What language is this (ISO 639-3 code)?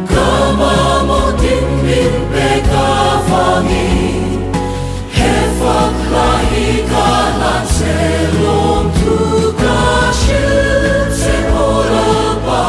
lus